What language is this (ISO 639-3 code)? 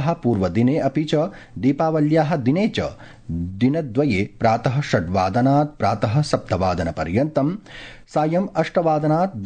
san